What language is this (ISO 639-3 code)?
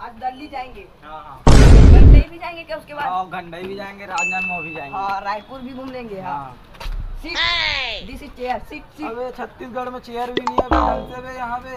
hne